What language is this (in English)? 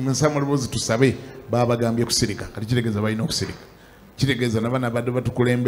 Ganda